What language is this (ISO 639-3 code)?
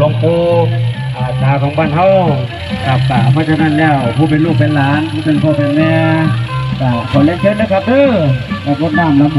tts